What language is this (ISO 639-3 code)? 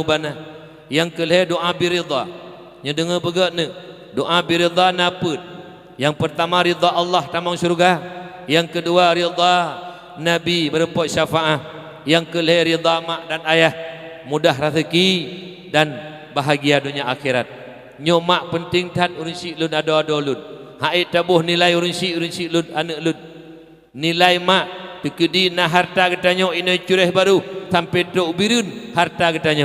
ace